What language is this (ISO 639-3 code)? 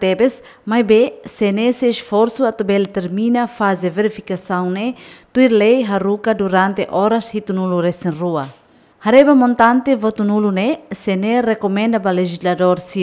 tet